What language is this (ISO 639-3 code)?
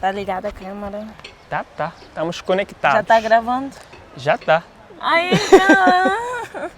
kea